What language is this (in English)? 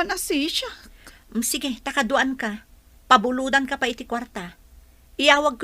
Iloko